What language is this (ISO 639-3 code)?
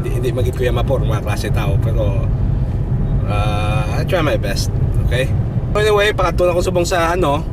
hil